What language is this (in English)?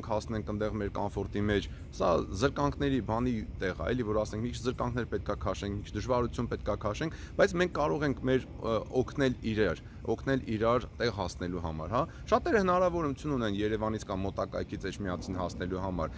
Armenian